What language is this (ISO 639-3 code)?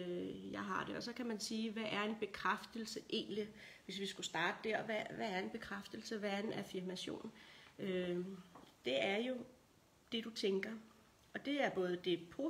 dan